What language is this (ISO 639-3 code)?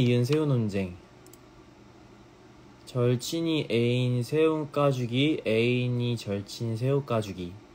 kor